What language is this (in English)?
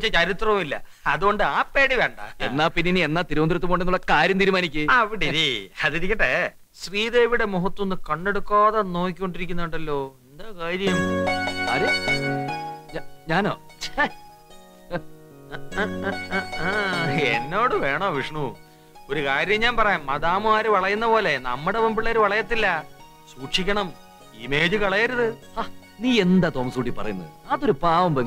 Malayalam